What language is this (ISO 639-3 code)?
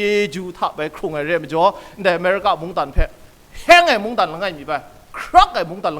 kac